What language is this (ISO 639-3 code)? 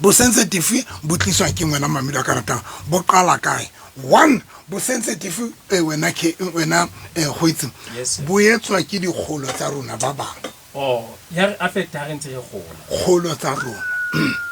sot